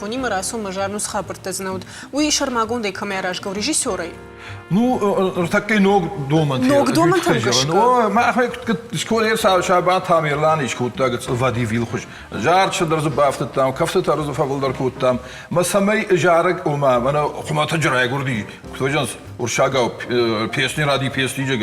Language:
Ossetic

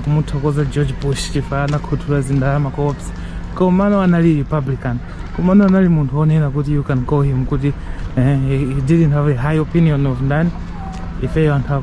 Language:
Nyanja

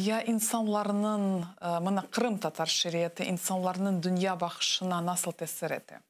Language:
Crimean Tatar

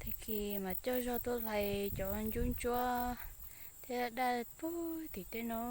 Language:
Hmong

